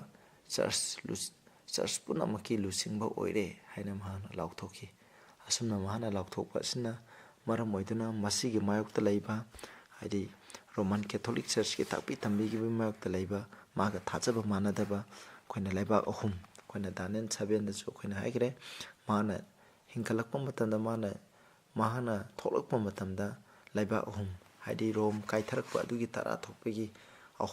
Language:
Manipuri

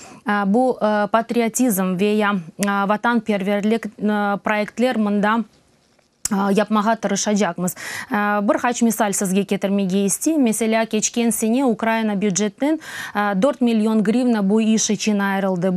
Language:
Crimean Tatar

